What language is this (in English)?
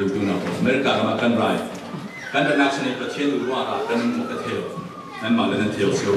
Falam Chin